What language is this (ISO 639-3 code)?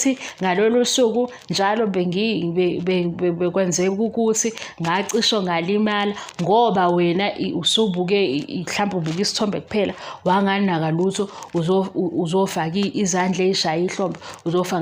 zul